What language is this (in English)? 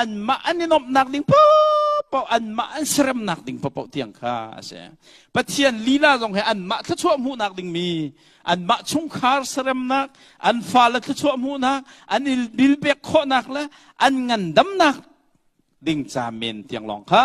Hakha Chin